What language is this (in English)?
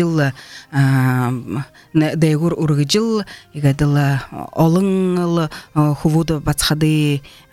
Buriat